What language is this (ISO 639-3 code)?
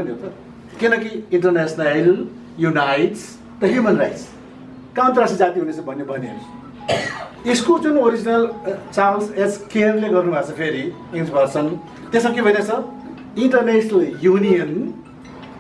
nep